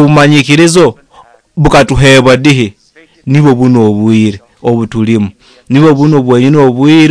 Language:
Nyoro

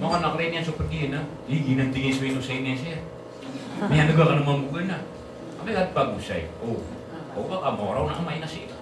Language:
Maranao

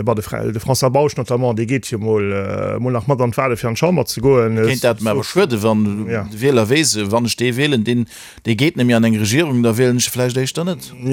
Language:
Luxembourgish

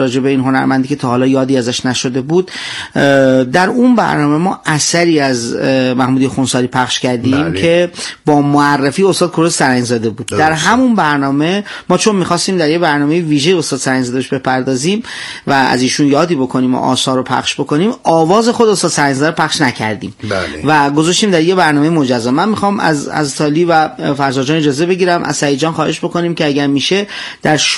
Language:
Persian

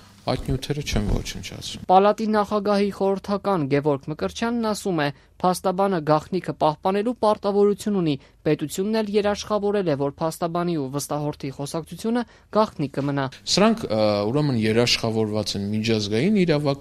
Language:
Armenian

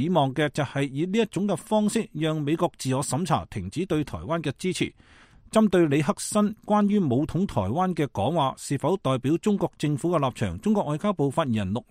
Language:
Cantonese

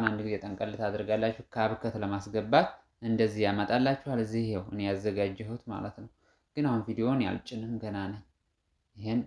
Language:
Amharic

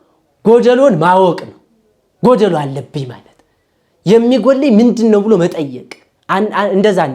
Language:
Amharic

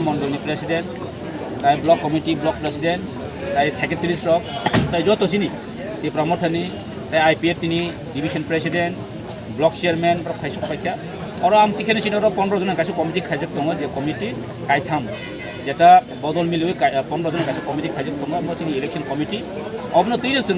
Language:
Kok Borok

